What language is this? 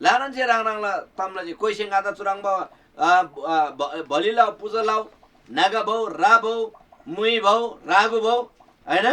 Eastern Tamang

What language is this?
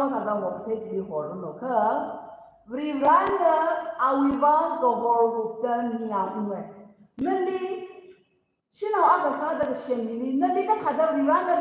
Tangkhul Naga (India)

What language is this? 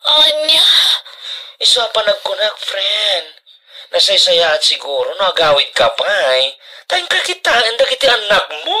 Iloko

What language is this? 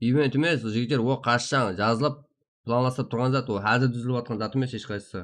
Kara-Kalpak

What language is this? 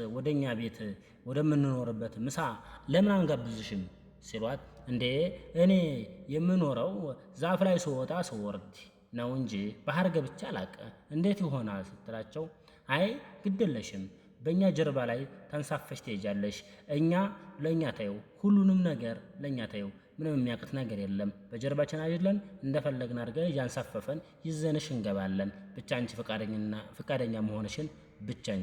Amharic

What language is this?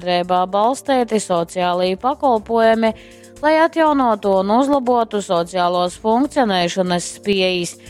Latgalian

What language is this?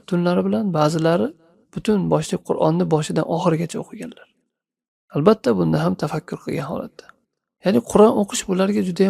Uzbek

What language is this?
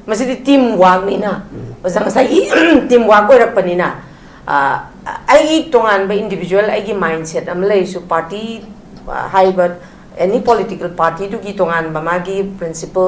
Manipuri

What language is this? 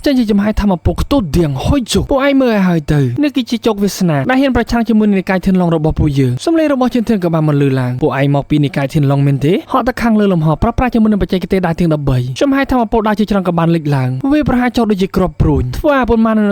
Khmer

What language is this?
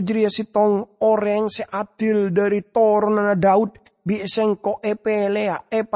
Madurese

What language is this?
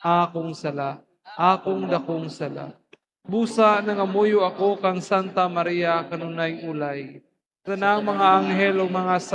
Cebuano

